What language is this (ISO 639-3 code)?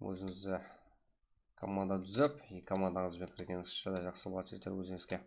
kaa